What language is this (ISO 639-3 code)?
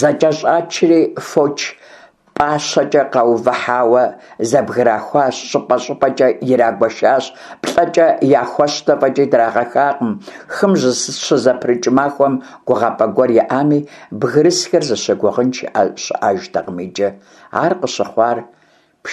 kbd